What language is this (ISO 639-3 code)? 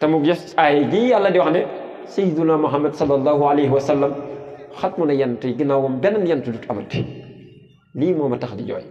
wol